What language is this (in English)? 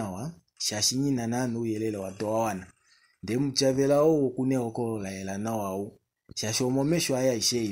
Kuanyama